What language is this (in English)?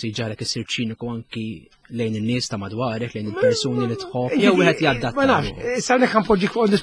Maltese